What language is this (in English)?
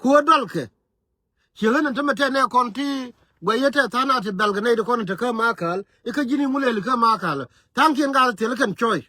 Nuer